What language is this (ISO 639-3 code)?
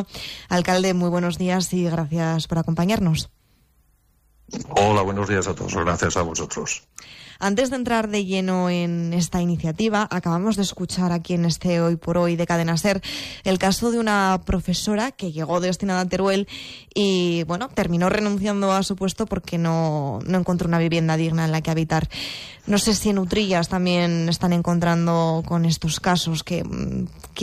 spa